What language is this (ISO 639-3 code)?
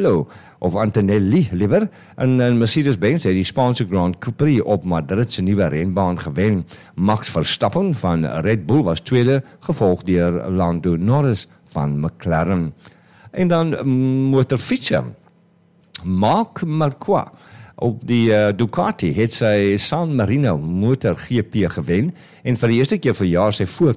afr